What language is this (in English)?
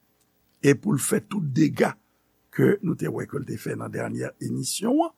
Haitian Creole